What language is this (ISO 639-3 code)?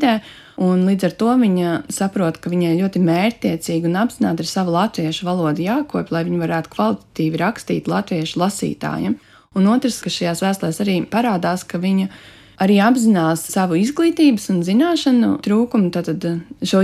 lav